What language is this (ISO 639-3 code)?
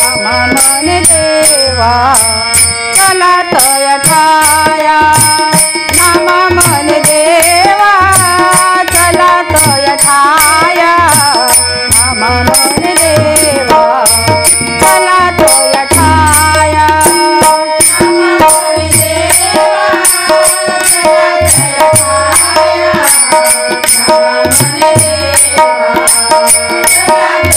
mar